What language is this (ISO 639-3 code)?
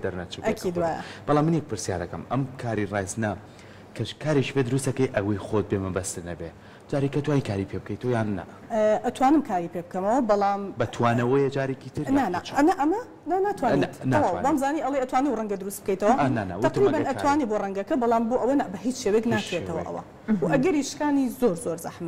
ckb